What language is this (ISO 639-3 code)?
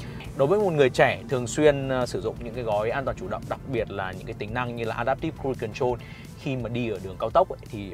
vie